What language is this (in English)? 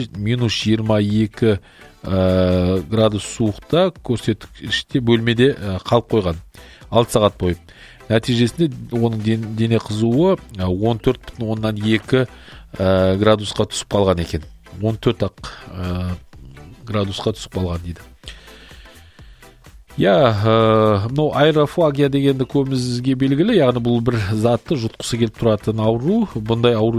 Kazakh